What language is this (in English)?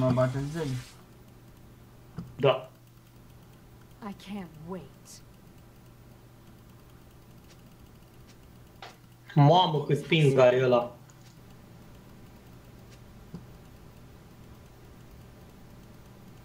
Romanian